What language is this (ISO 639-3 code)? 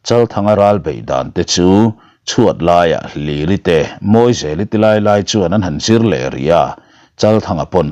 lus